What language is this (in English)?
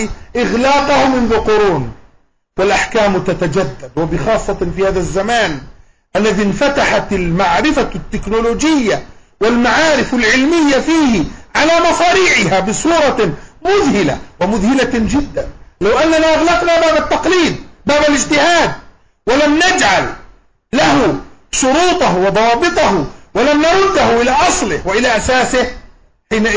Arabic